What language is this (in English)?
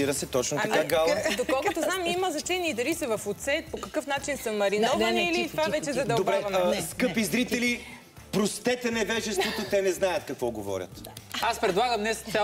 Bulgarian